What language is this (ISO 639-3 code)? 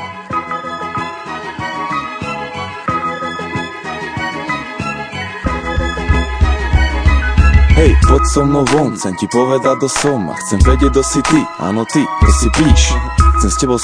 slk